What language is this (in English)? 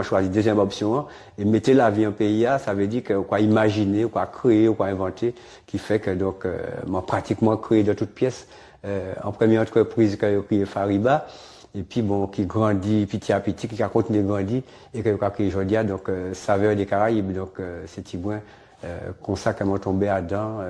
Guadeloupean Creole French